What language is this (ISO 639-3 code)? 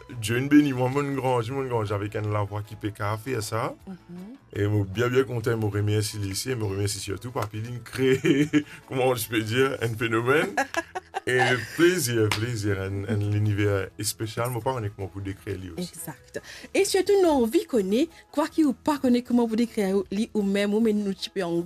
mfe